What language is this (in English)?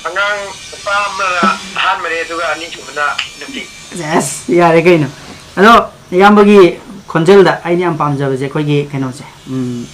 Manipuri